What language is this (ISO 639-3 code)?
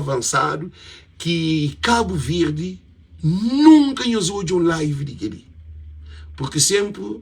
kea